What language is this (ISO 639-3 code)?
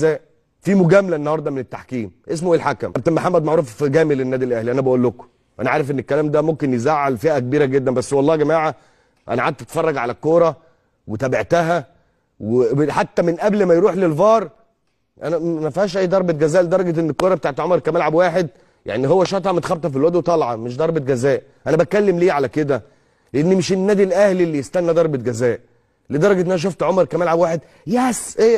arz